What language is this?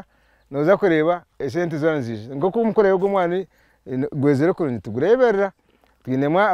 Nyankole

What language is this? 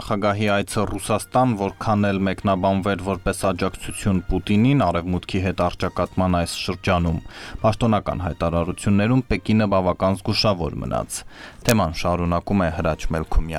Armenian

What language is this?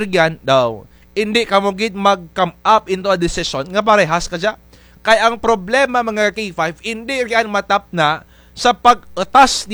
Kinaray-a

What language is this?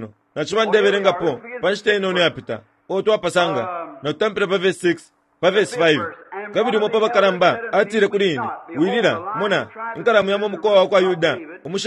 Bemba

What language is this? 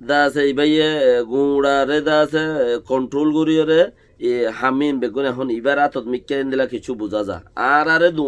Rohingya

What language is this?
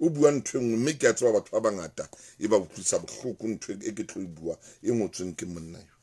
Southern Sotho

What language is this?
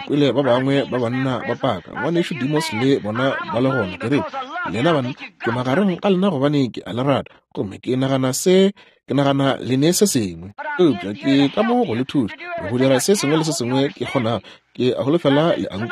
Northern Sotho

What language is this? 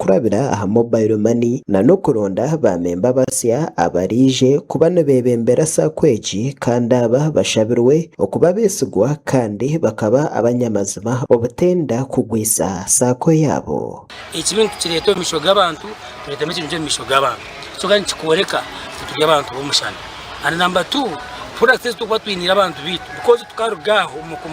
Nyankole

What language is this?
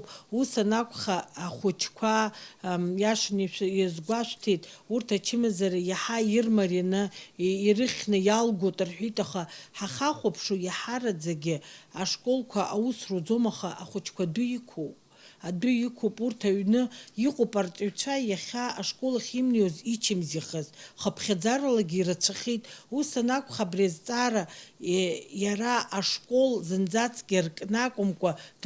Abkhazian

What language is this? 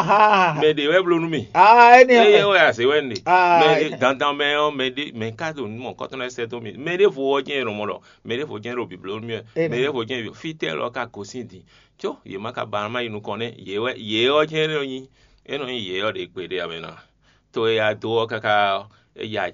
Fon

